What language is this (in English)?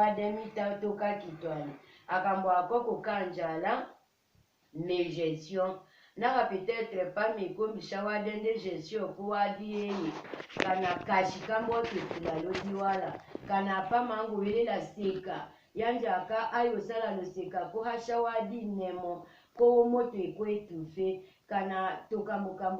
Tetela